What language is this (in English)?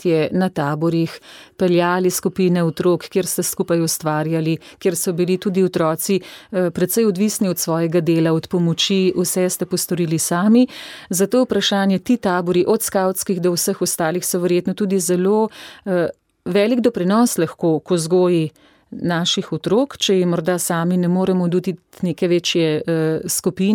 Slovenian